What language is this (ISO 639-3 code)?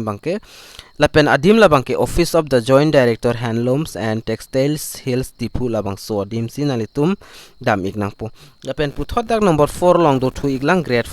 mjw